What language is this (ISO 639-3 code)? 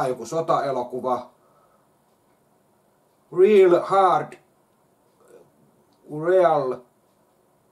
fin